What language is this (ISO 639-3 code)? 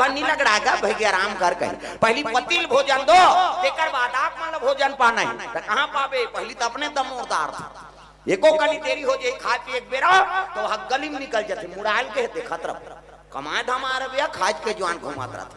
hne